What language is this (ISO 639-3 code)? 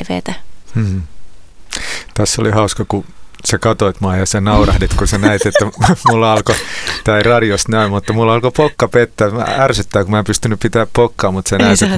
fin